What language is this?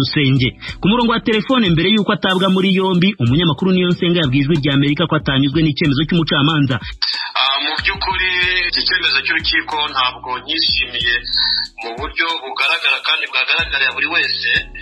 Kinyarwanda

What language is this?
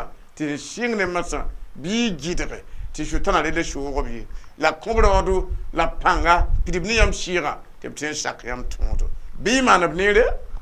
Mossi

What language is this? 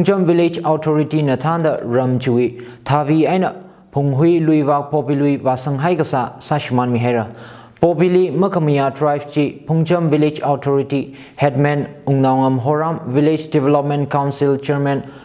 Tangkhul Naga (India)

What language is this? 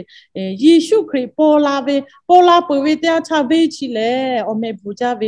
Lahu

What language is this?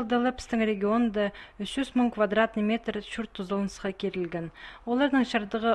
Khakas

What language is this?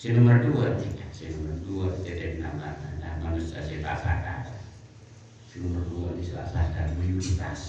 Madurese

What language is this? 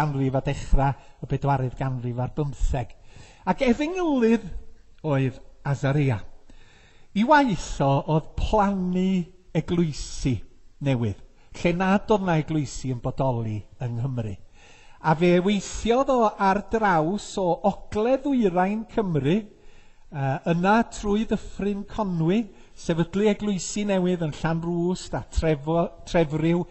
Welsh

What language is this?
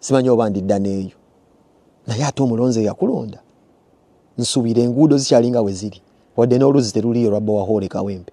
Ganda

